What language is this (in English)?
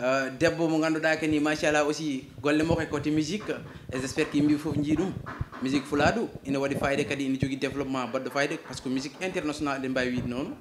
Swahili